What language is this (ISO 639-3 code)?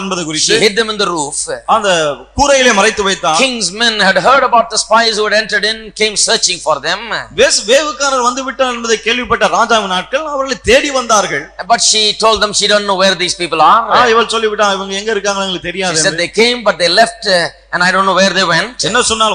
tam